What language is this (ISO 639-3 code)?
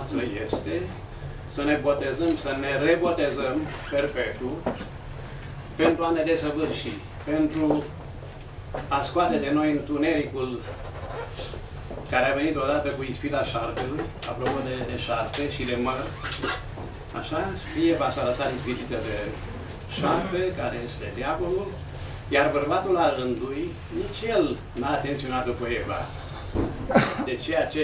ron